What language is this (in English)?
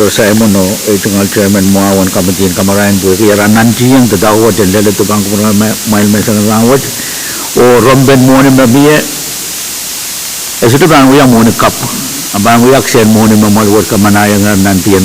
Pohnpeian